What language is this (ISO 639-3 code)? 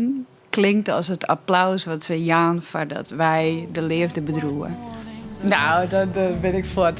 fry